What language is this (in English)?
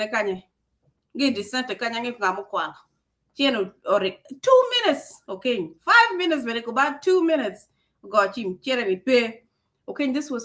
Acoli